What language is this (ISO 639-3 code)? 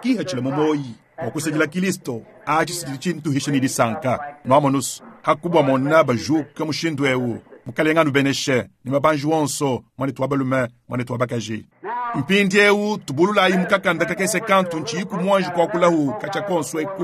lua